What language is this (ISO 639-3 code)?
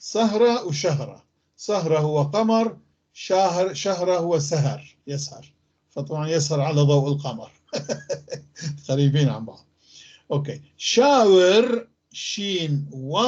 apc